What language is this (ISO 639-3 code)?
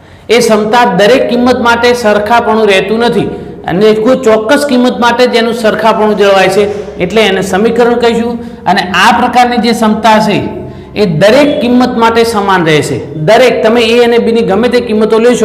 guj